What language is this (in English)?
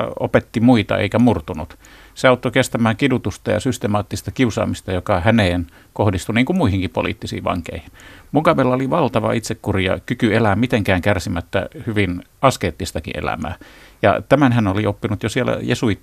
Finnish